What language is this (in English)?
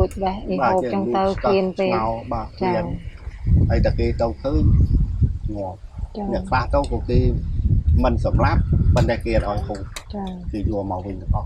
Khmer